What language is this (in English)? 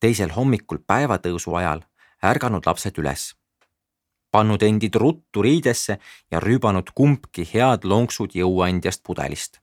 Estonian